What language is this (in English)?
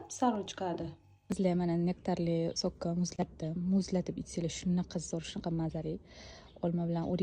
Uzbek